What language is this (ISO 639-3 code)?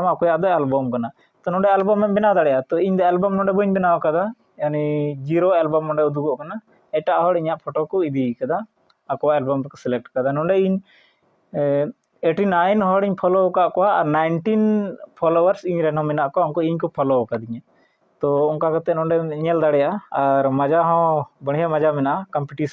sat